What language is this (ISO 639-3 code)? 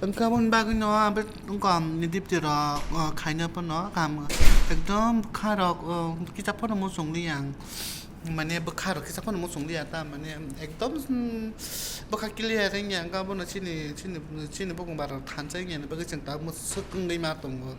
trp